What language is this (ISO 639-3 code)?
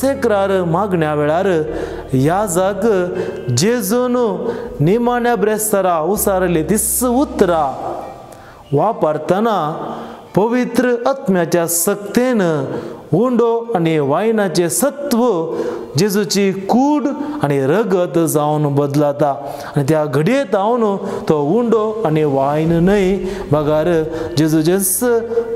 kok